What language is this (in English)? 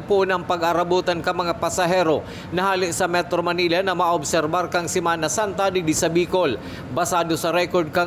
Bikol